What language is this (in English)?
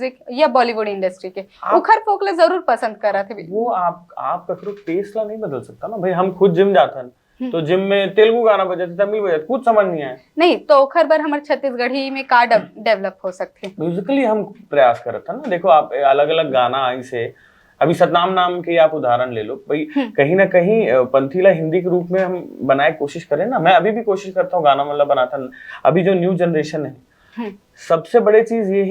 Chhattisgarhi